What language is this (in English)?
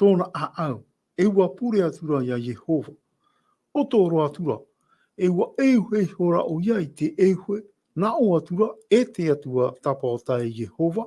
Tahitian